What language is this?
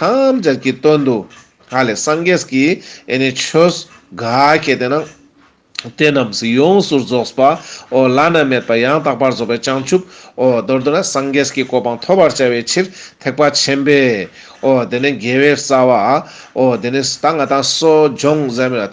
Ladakhi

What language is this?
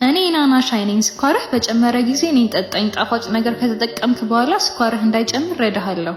Amharic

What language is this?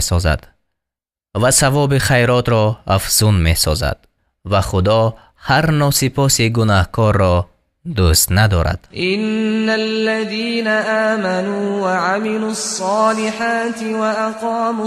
Tajik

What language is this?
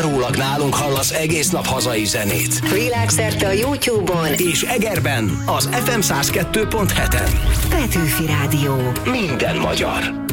Hungarian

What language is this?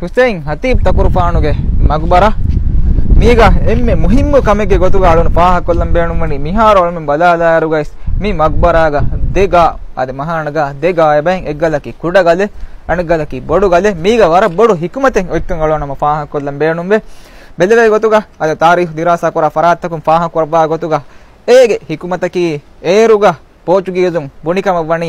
Divehi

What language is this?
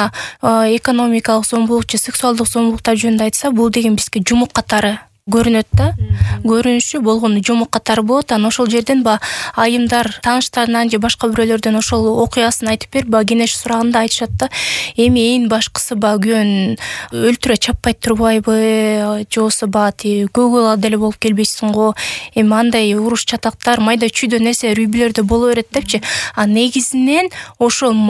Kyrgyz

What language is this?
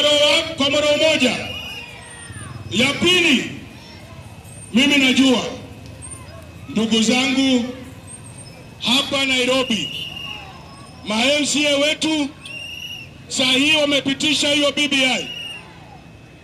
Swahili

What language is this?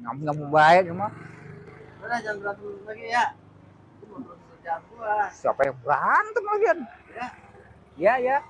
Betawi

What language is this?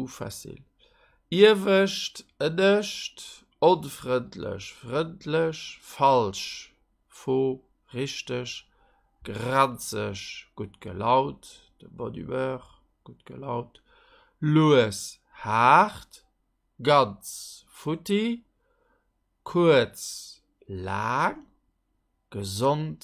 Luxembourgish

